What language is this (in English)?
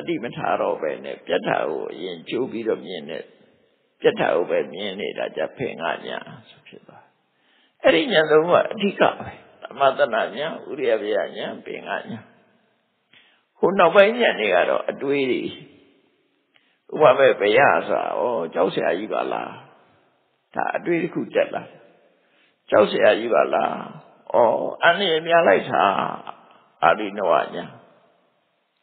Burmese